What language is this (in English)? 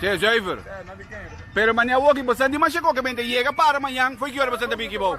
Papiamento